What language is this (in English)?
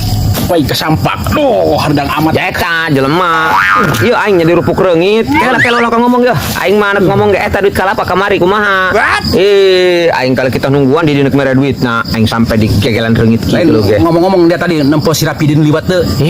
Sundanese